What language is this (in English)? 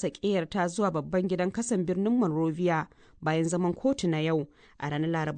Hausa